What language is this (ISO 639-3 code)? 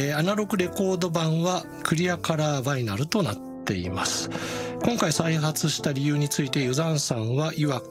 jpn